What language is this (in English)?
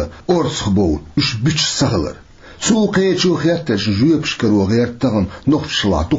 Chechen